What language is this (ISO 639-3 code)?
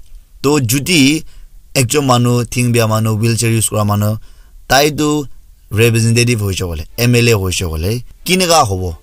nag